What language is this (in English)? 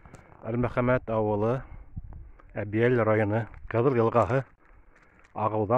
Bashkir